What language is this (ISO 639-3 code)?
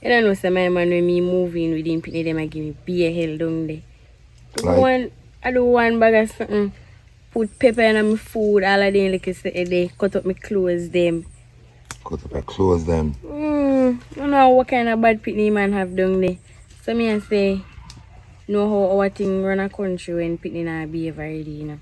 jam